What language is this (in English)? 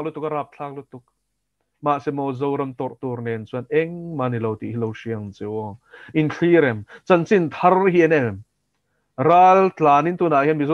Mizo